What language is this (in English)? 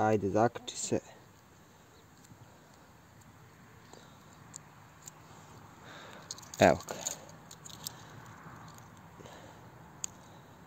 Croatian